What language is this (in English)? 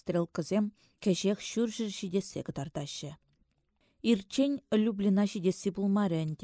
Chuvash